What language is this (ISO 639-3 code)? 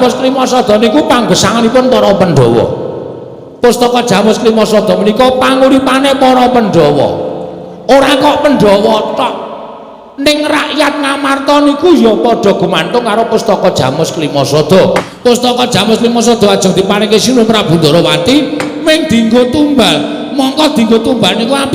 jav